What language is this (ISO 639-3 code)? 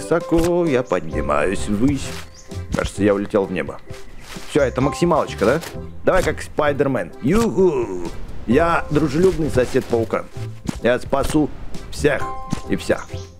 rus